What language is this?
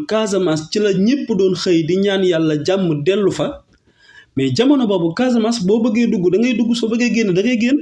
Wolof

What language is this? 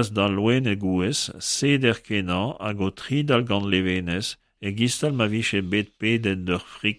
Breton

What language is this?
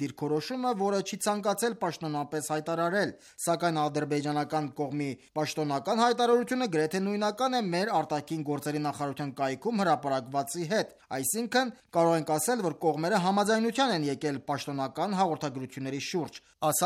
Armenian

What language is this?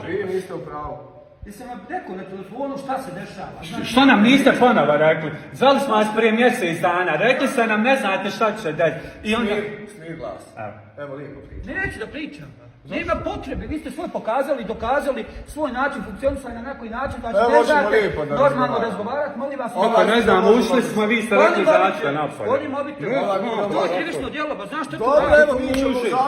Bosnian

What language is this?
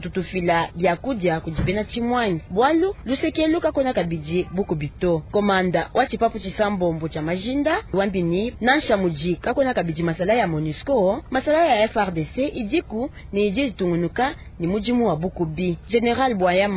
Luba-Lulua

